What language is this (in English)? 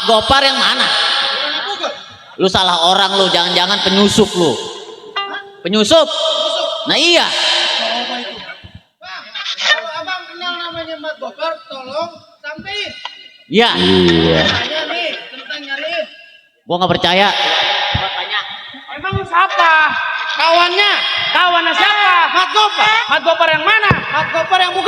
Betawi